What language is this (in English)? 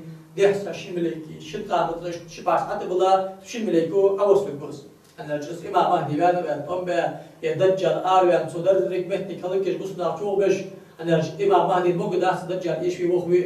Ingush